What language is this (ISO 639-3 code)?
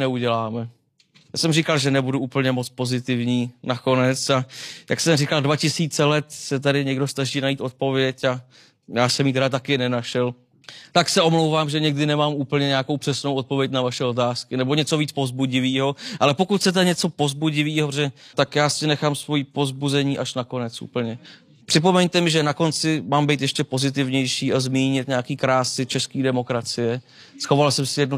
ces